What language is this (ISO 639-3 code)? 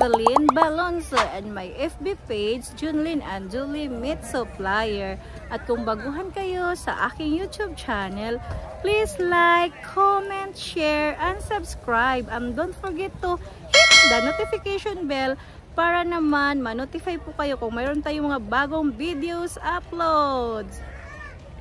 fil